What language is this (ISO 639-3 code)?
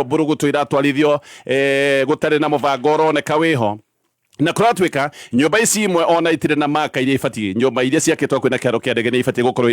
kik